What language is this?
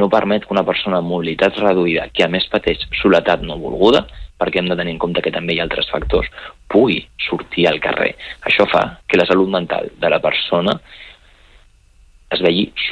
Catalan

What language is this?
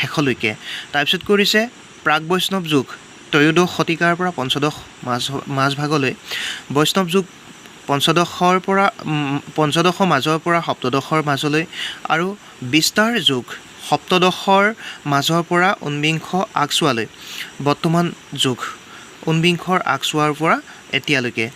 Assamese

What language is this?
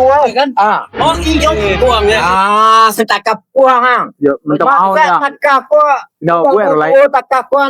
Minangkabau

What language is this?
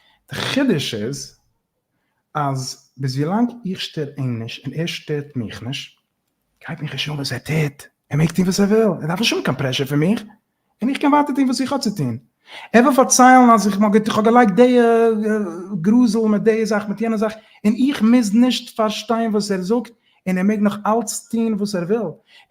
Yiddish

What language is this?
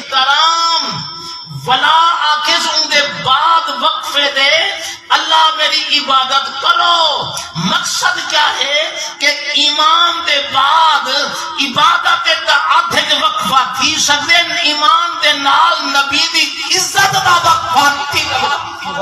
Saraiki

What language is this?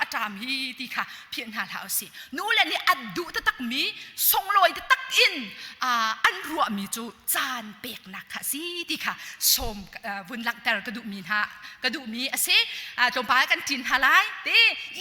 Hakha Chin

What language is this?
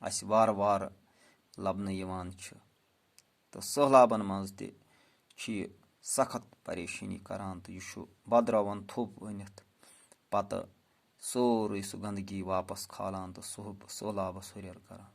Kashmiri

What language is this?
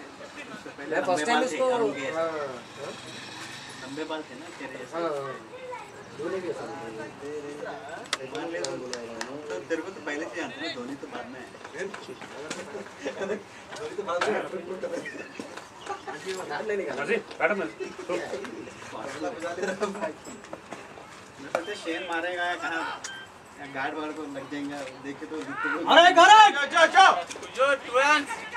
Hindi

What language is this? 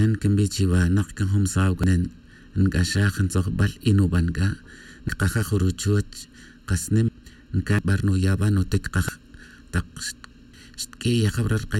Tz'utujil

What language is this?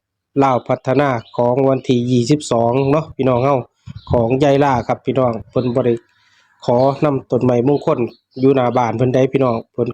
Northeastern Thai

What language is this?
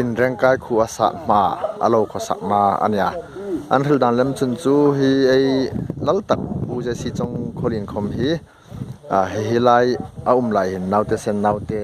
Hmar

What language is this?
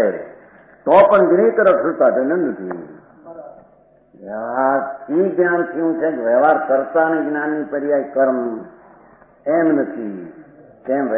Gujarati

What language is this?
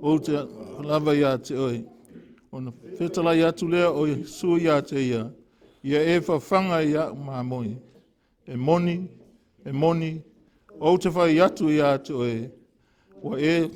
Samoan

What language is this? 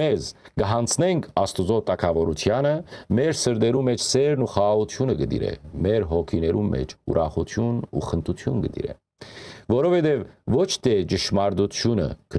Western Armenian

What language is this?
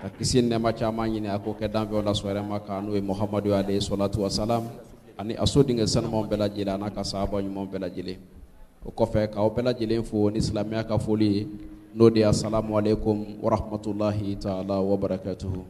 Bambara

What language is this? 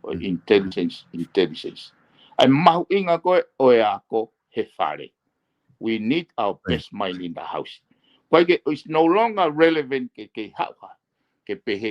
Tongan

